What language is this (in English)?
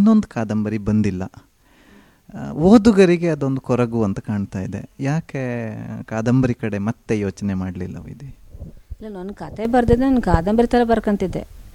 Kannada